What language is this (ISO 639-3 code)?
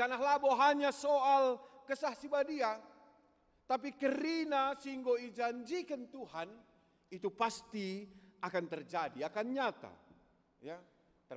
btx